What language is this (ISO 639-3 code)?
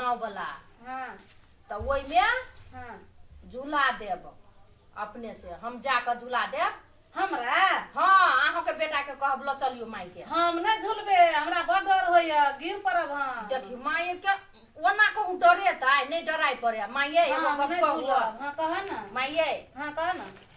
mai